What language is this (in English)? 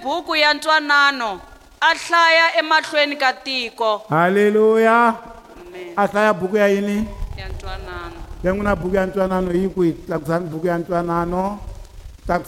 Tsonga